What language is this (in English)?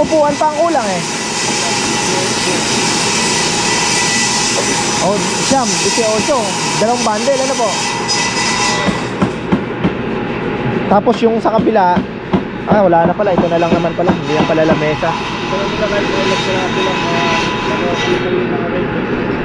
Filipino